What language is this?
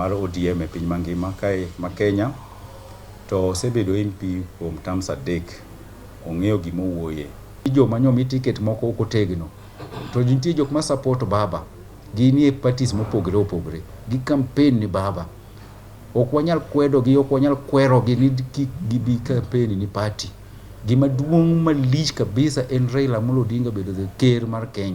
Luo (Kenya and Tanzania)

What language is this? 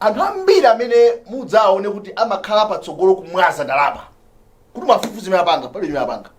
Nyanja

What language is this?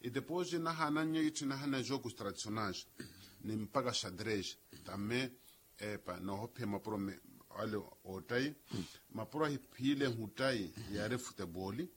Makhuwa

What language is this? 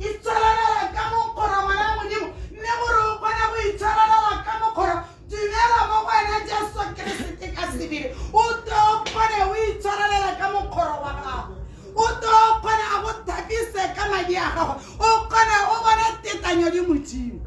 Tswana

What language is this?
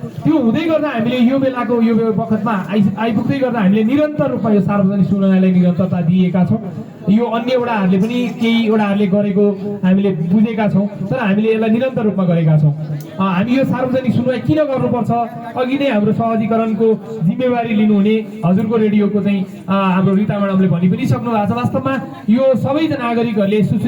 Nepali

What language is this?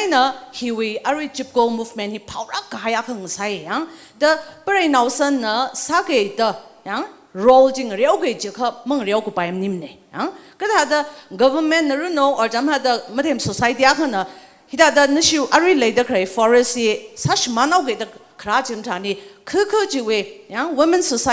Tangkhul Naga (India)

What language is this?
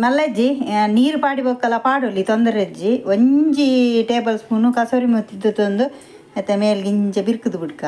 Tulu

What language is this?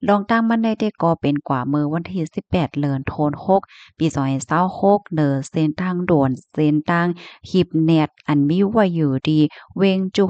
Shan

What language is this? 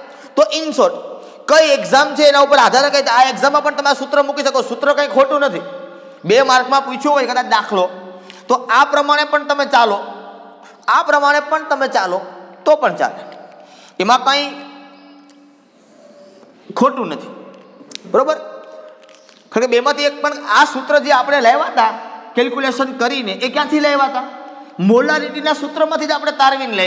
Gujarati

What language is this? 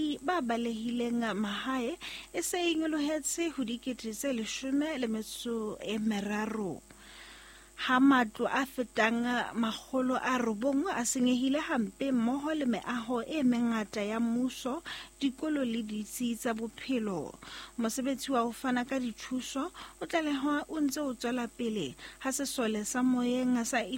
Southern Sotho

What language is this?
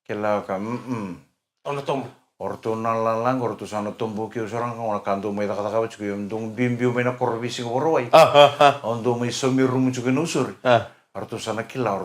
Fijian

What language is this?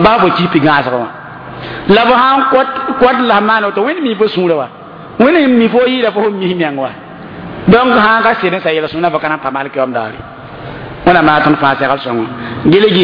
Mossi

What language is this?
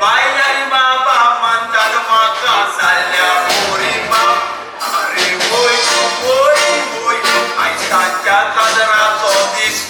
Konkani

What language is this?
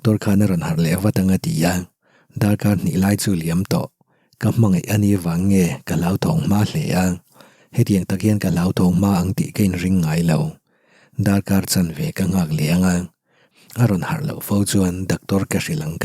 Mizo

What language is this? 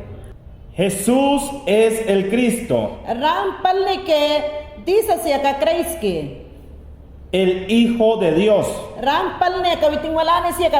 Mayangna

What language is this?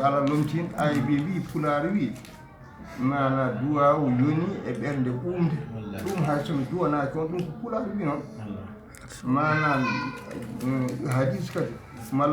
Fula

